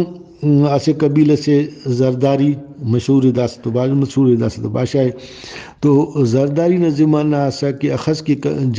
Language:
Brahui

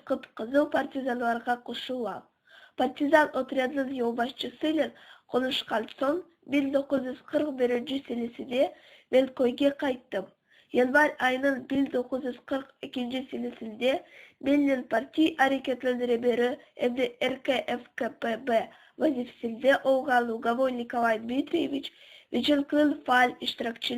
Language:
Crimean Tatar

